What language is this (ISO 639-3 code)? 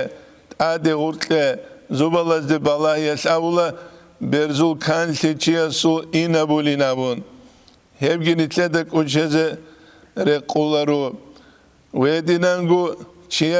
ava